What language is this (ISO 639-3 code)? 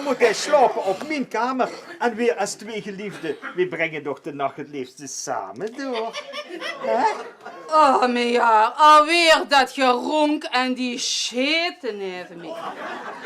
lim